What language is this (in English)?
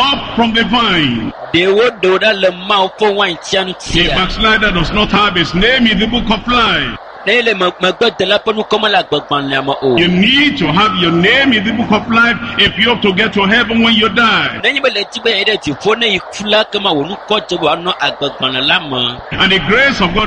Ewe